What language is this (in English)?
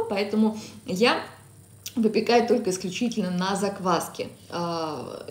Russian